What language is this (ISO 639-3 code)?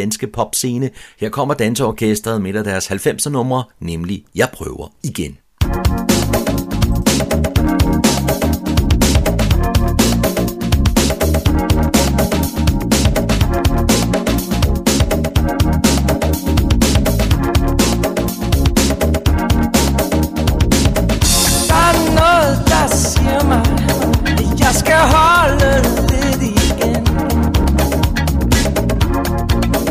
dan